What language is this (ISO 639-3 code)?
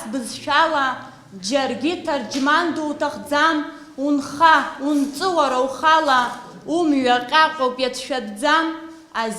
abk